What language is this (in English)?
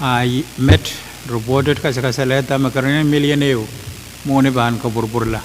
Pohnpeian